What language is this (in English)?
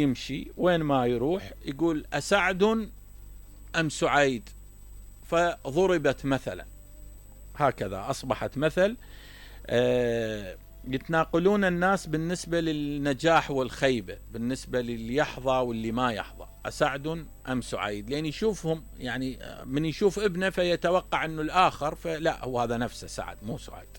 Mesopotamian Arabic